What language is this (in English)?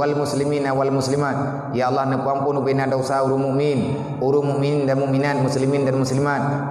Achinese